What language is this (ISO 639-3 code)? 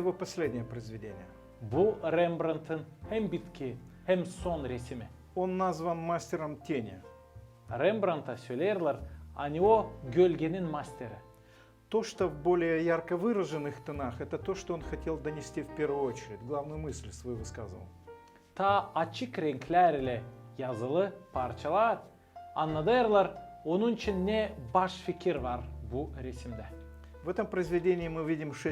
gag